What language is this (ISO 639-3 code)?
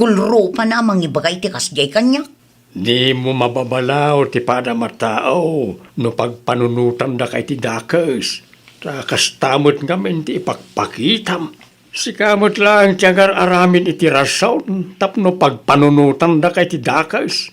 ilo